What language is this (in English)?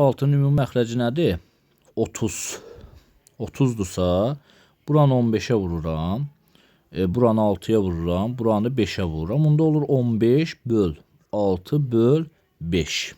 Azerbaijani